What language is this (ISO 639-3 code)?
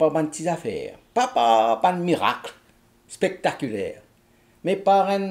mfe